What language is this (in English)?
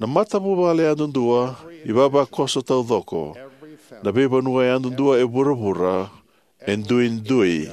Fijian